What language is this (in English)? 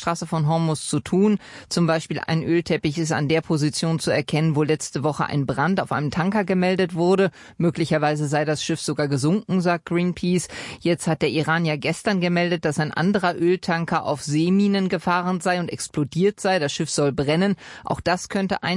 German